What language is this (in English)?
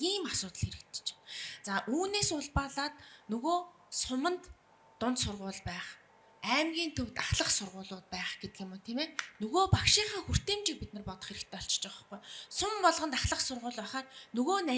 Mongolian